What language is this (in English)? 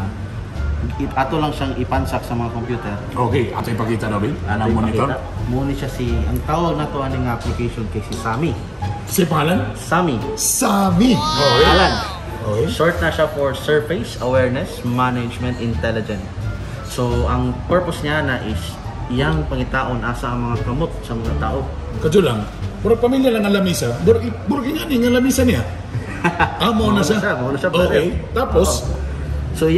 Cebuano